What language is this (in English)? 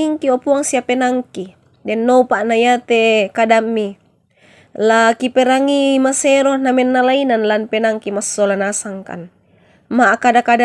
Toraja-Sa'dan